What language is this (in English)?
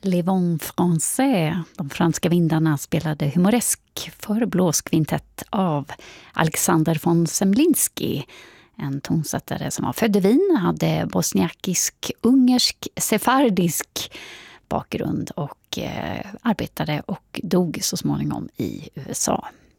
Swedish